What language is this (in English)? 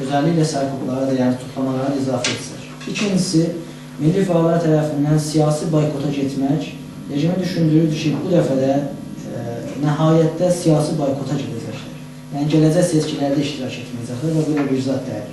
South Azerbaijani